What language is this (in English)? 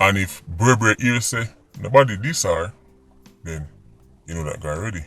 Jamaican Creole English